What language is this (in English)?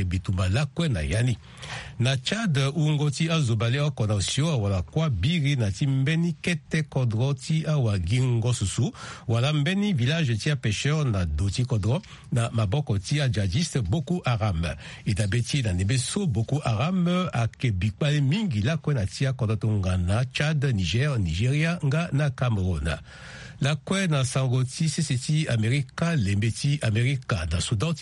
Sango